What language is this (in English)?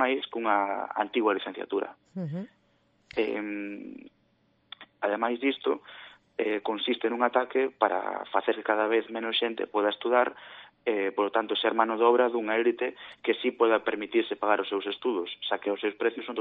Galician